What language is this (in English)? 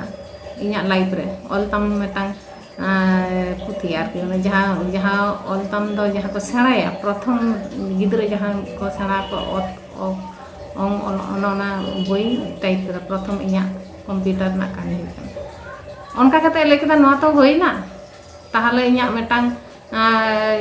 Santali